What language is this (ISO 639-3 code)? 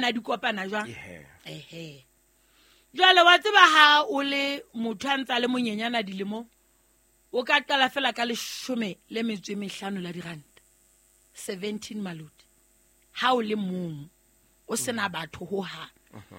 sot